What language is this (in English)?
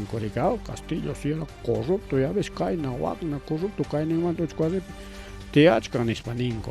Ayacucho Quechua